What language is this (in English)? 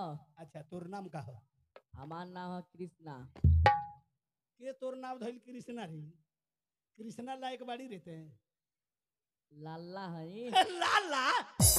Bhojpuri